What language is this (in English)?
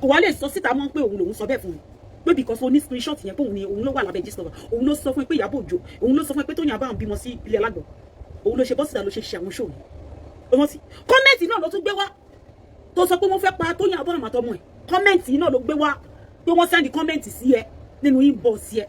Yoruba